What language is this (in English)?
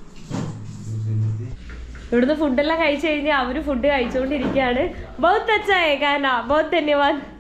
Malayalam